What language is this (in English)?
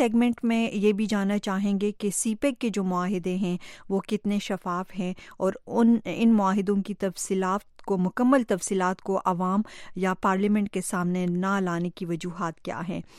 Urdu